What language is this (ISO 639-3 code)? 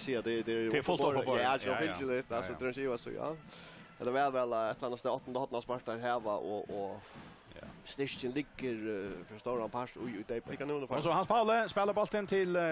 fao